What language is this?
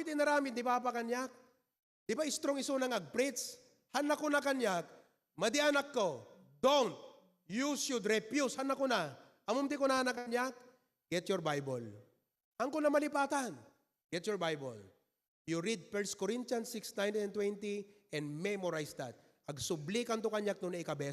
Iloko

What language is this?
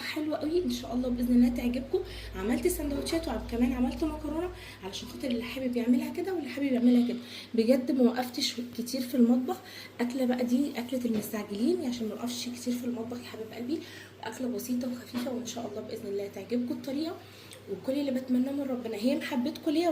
Egyptian Arabic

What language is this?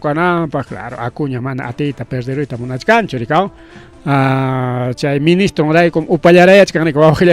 Ayacucho Quechua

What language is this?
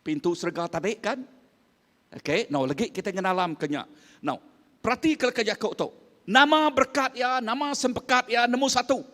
Iban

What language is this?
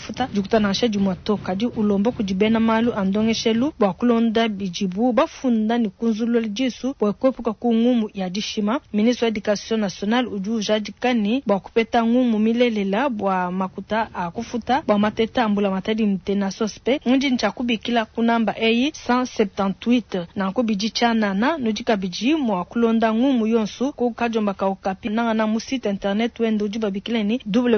Luba-Lulua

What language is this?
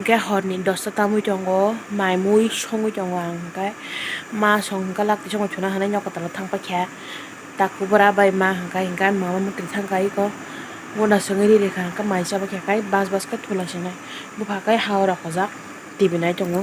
Kok Borok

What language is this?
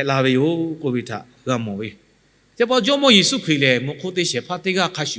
Lahu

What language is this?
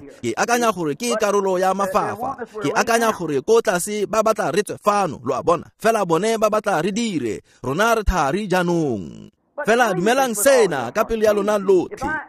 Tswana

